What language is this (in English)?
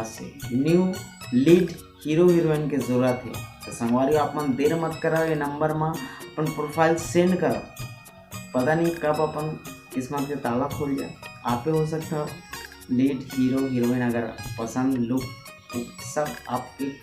Chhattisgarhi